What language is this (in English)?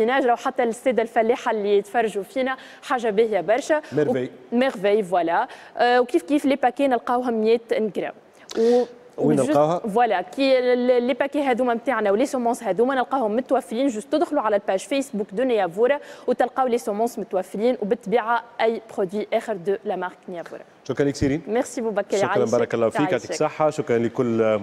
Tunisian Arabic